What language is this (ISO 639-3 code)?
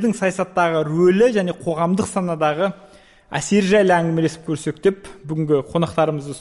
kaz